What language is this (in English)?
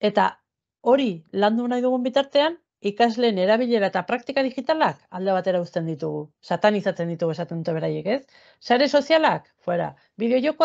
Basque